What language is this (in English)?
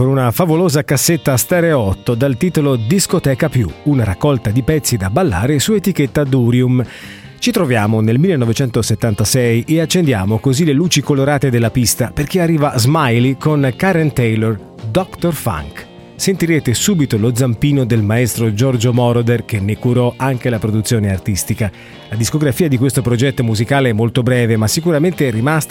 Italian